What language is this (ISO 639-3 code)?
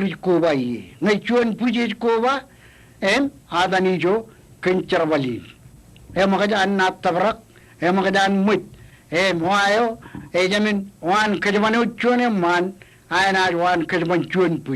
mah